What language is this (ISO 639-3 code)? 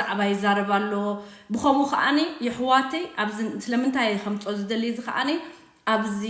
tir